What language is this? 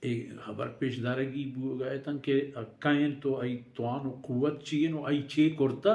Baluchi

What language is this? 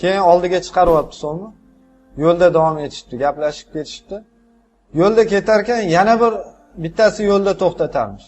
Uzbek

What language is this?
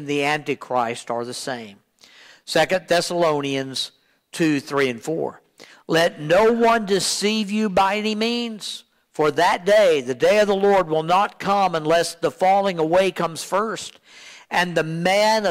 English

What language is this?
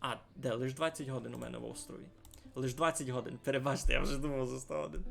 Rusyn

